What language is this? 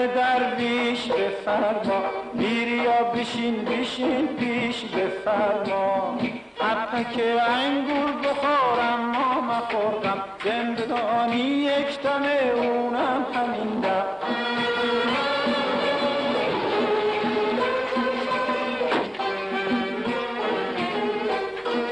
Persian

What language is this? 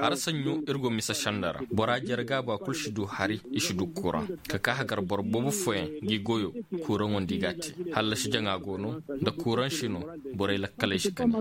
Koyraboro Senni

